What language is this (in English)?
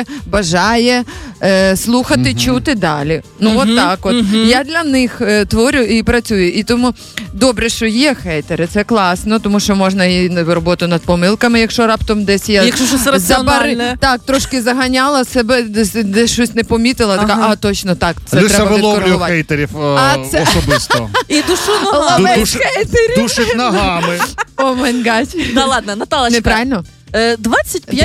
Ukrainian